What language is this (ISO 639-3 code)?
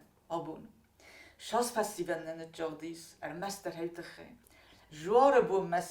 oss